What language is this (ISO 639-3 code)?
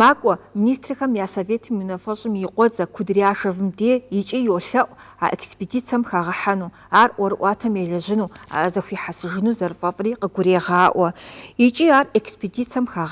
kbd